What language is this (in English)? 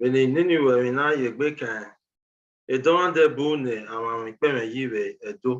Bini